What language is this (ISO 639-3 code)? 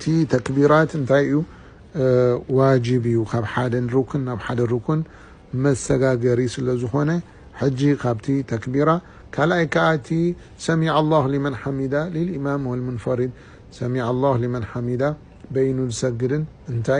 tir